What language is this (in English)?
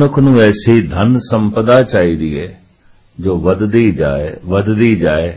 Punjabi